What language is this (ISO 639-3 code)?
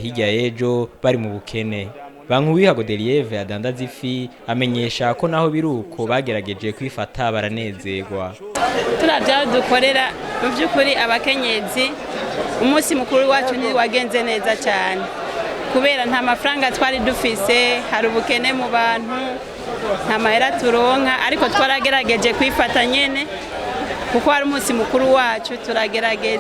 run